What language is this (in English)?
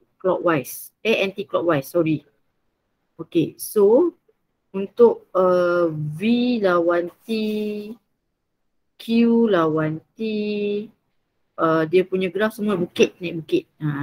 Malay